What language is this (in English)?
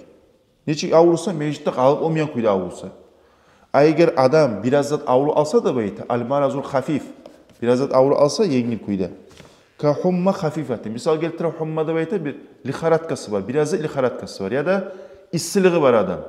Kumyk